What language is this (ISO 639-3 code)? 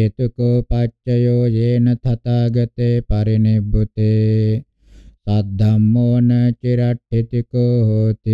pli